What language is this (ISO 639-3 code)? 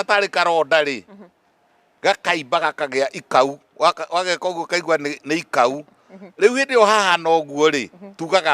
kik